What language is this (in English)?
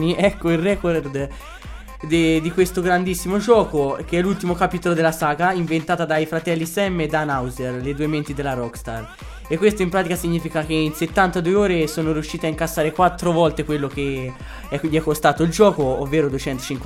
Italian